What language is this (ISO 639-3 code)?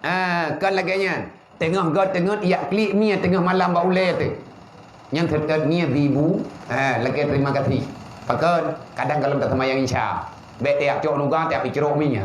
ace